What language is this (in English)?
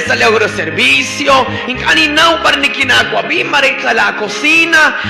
Kekchí